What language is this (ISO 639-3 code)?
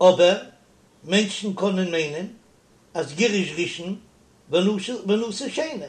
yid